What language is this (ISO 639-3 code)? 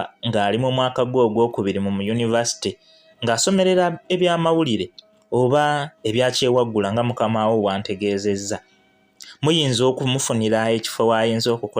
lug